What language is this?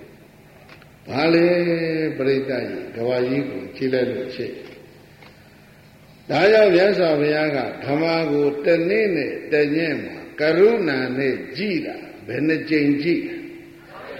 Burmese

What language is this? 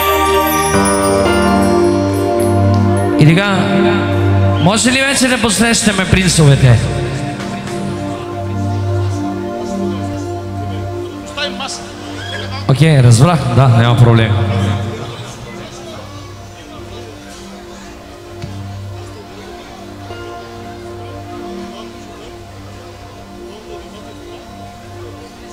Bulgarian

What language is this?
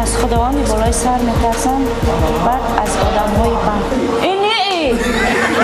Tajik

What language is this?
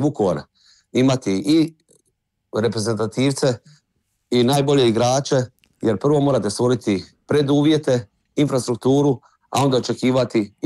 Croatian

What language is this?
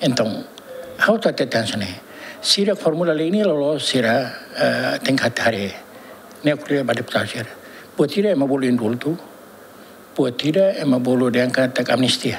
Tetum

